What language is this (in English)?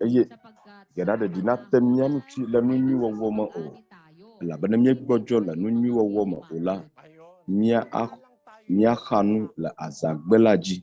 Ewe